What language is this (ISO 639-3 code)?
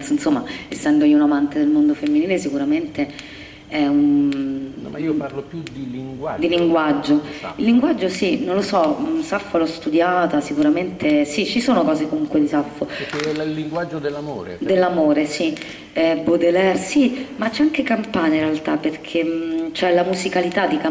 ita